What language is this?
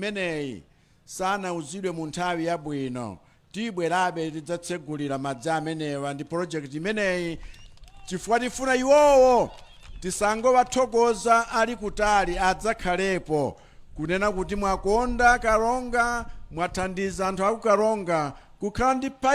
Nyanja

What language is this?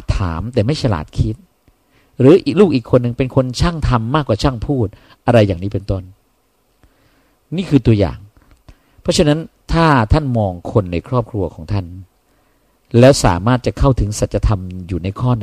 Thai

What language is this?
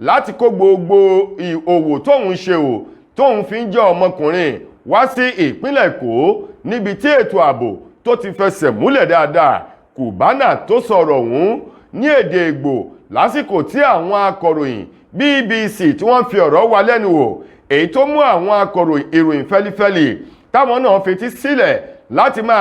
Yoruba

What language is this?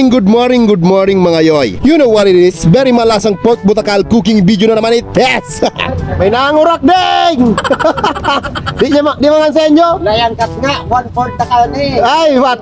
Bikol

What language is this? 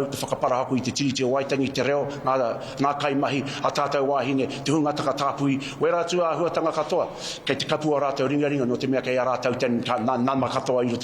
Māori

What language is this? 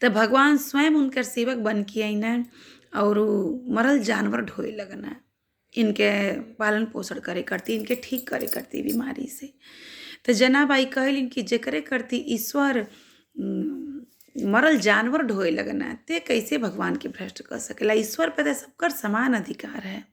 Bhojpuri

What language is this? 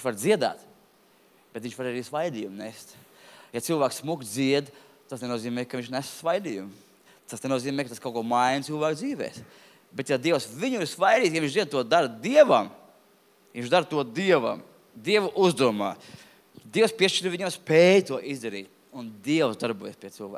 Latvian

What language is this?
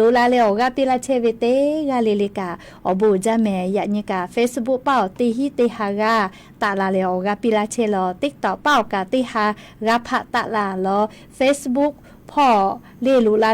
Lahu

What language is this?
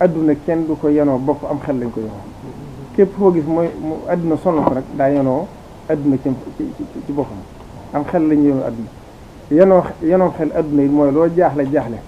Wolof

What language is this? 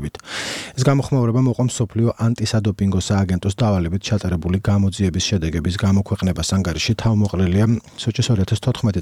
Georgian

